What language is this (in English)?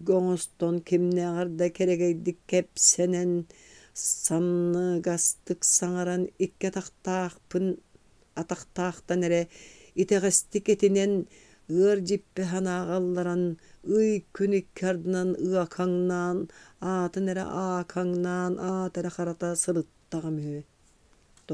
Yakut